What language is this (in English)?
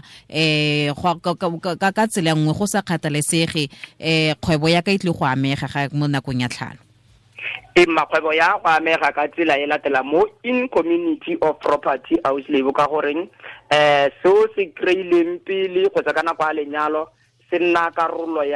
Tswana